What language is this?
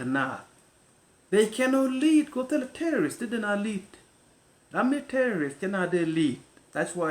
Nuer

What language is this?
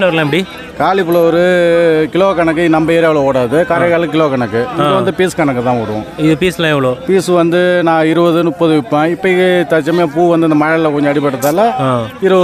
Tamil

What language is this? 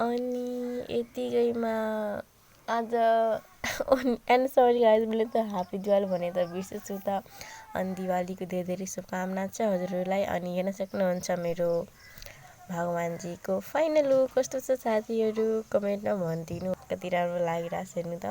Nepali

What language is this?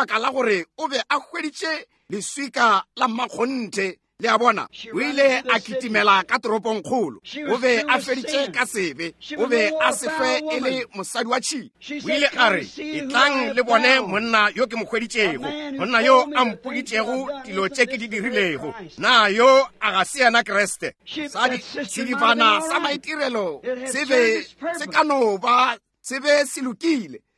Northern Sotho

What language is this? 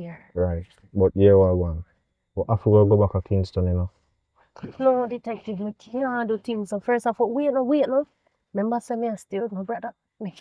Jamaican Creole English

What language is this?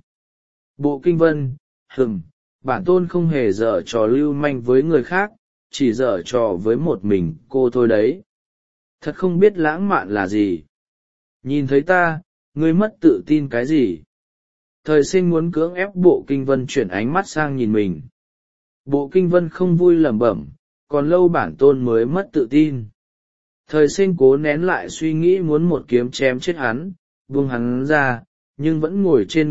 Vietnamese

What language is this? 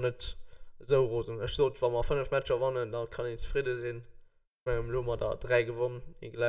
Luxembourgish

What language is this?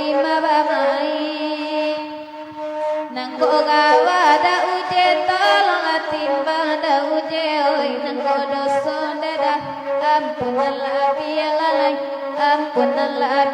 Minangkabau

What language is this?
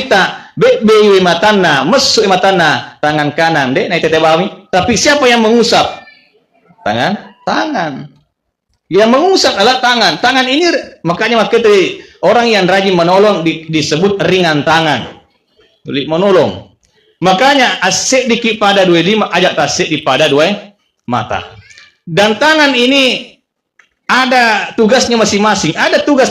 Buginese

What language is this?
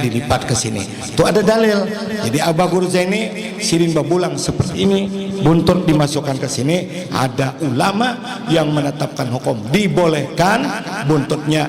Banjar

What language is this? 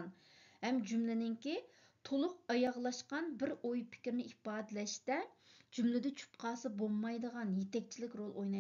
Uyghur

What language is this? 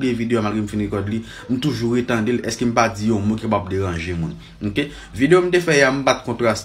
Haitian Creole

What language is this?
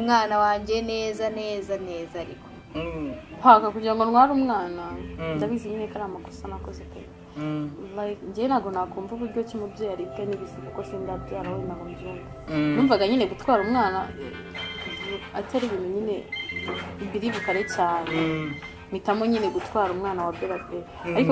Kinyarwanda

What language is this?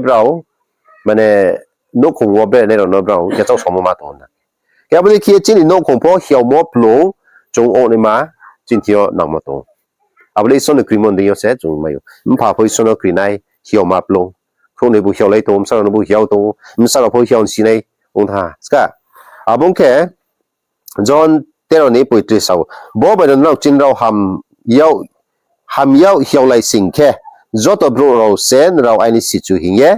Riang (India)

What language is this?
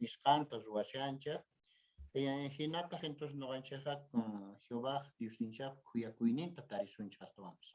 Quechua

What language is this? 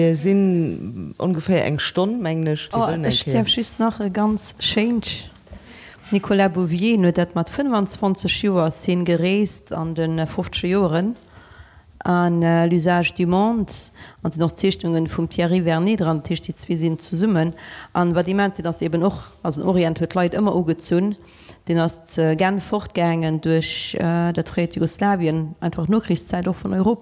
Luxembourgish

